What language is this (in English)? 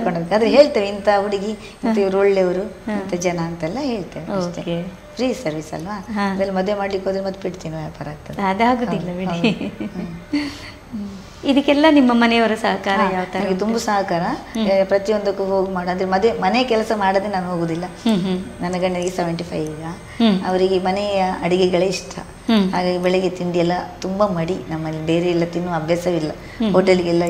Kannada